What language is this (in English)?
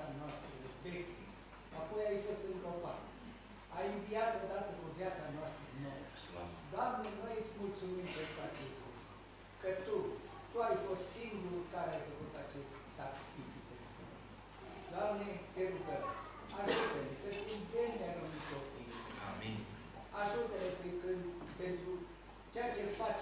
Romanian